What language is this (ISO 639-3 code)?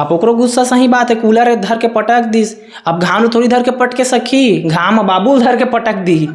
hne